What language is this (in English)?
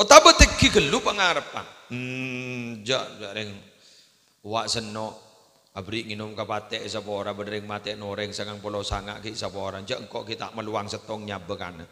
Madurese